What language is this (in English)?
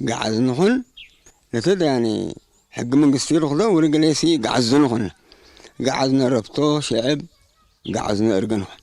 Tigre